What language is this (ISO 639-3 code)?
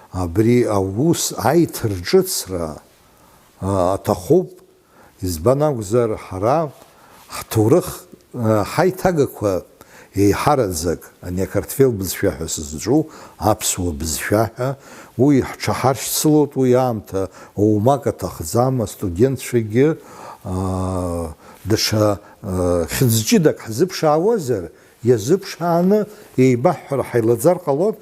abk